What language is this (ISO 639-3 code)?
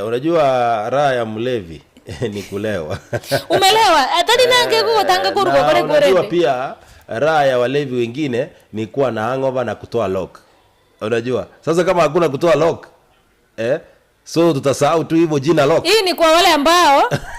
guz